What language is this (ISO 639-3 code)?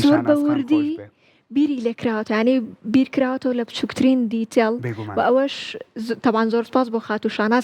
ckb